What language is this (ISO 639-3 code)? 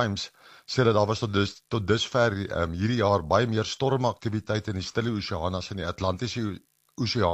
afr